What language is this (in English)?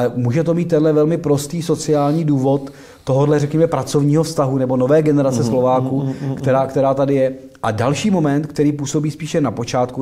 Czech